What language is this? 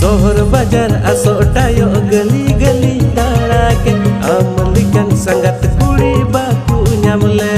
Santali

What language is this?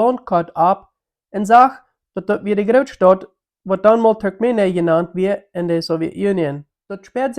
Plautdietsch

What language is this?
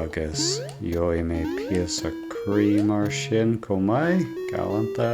Irish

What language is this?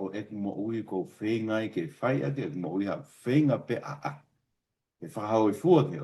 Tongan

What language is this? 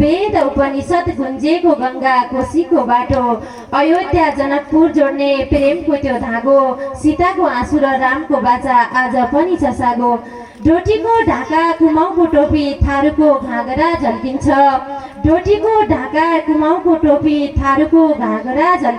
Nepali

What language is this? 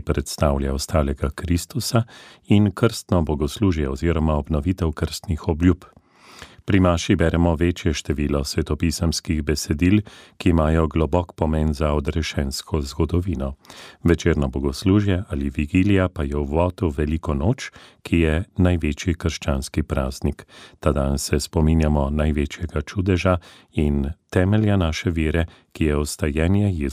Slovenian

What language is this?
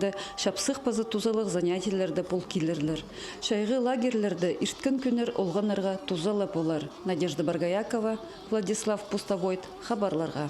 Khakas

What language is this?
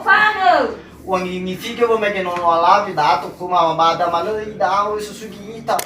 Nias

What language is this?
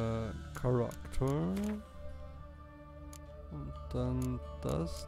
German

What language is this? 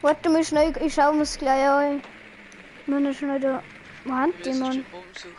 Bavarian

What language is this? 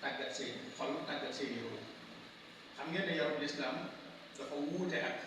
Wolof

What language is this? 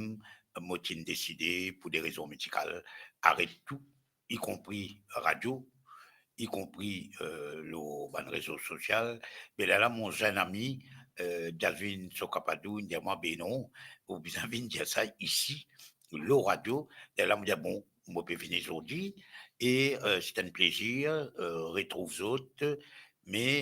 Morisyen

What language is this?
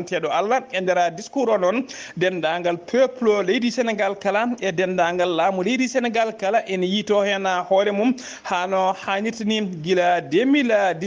Fula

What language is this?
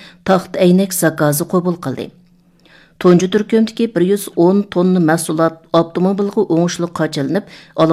Uyghur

